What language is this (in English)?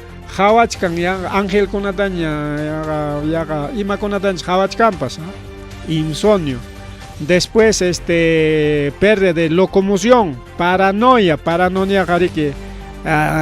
Ayacucho Quechua